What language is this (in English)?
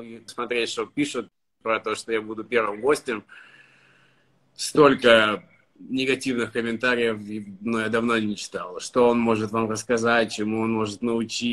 Russian